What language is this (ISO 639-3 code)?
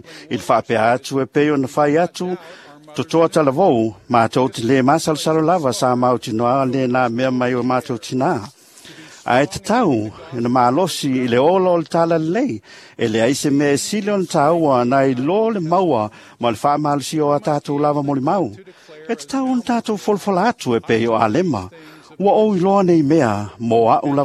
smo